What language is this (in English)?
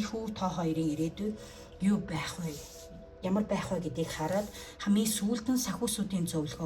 Mongolian